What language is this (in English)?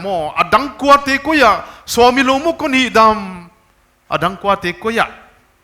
Paite Chin